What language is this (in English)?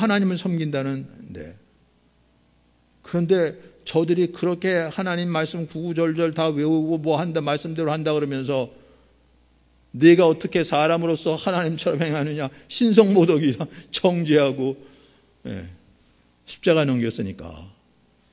Korean